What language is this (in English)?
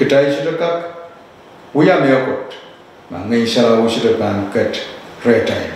Pohnpeian